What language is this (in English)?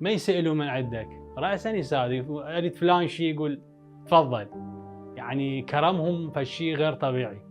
Mesopotamian Arabic